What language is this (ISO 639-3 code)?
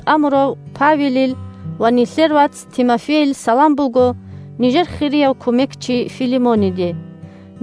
ava